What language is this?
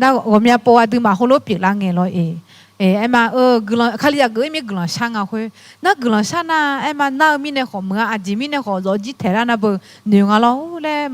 Akha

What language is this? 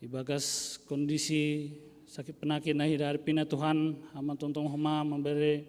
Batak Simalungun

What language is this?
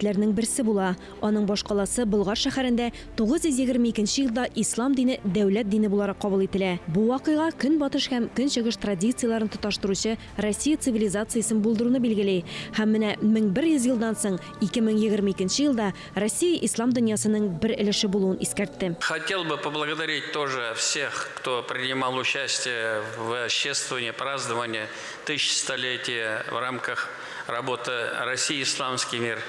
Tatar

